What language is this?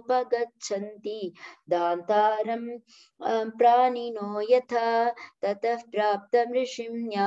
Sanskrit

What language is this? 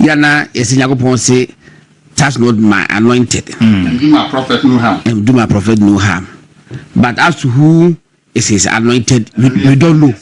Akan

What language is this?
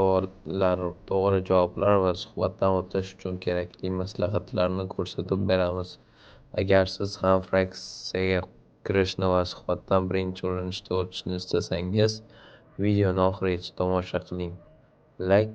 Uzbek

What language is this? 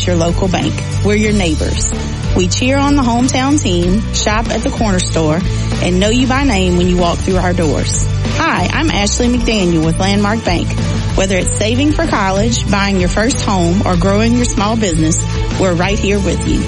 English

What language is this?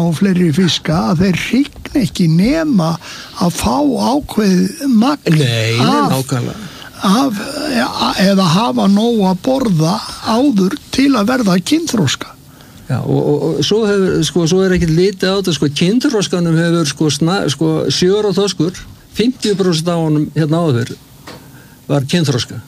Icelandic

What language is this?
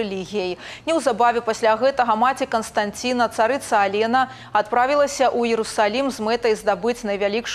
Belarusian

